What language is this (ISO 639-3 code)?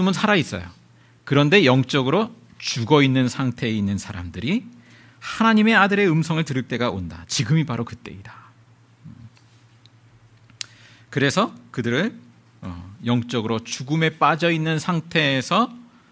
kor